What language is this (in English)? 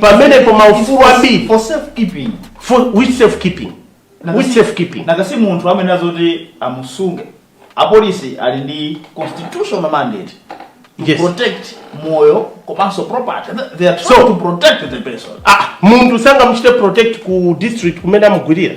Nyanja